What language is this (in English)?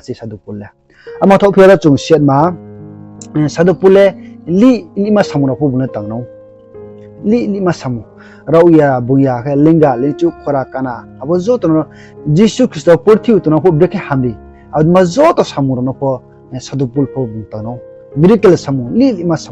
Riang (India)